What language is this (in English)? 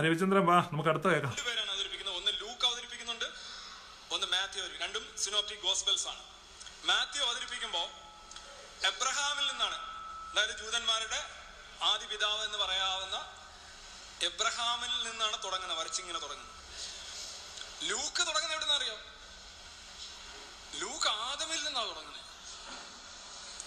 Malayalam